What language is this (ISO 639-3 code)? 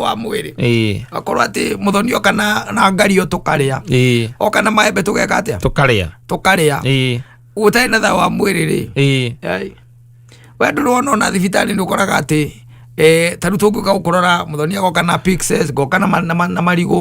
kik